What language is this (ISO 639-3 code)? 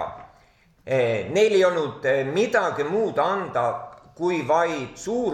est